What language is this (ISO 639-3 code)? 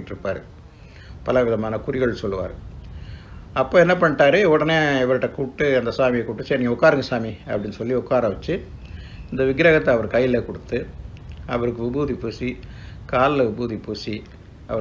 tam